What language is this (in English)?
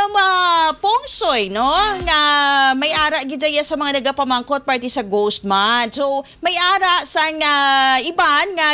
Hiligaynon